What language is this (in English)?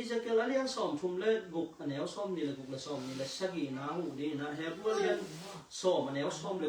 Tedim Chin